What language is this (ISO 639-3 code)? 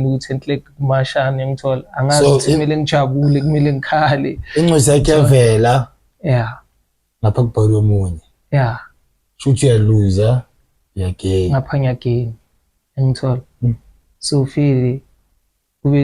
zul